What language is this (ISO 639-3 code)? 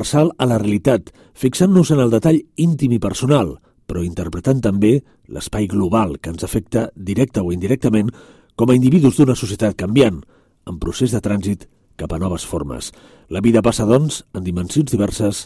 cat